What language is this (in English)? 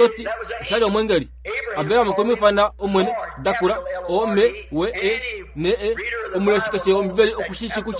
Kuanyama